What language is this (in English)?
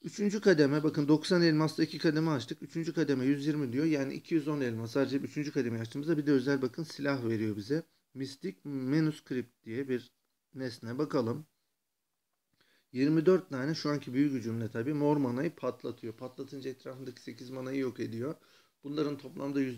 Turkish